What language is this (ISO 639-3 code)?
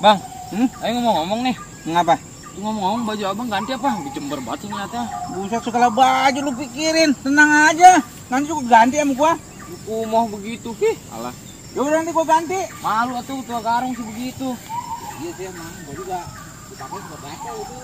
bew